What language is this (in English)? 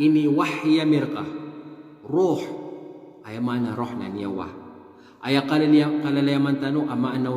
Maranao